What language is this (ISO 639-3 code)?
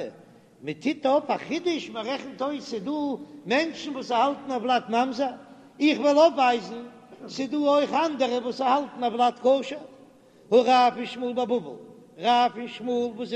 yid